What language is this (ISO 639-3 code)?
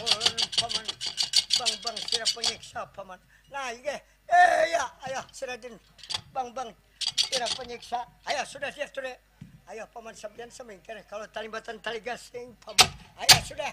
bjn